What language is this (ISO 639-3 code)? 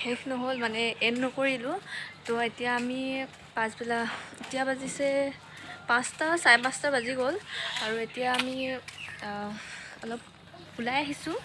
asm